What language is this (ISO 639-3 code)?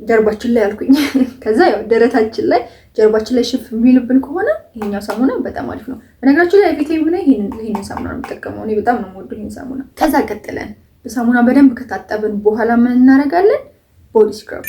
amh